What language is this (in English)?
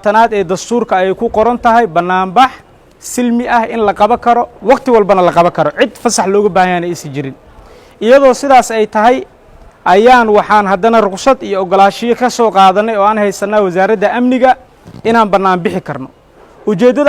Somali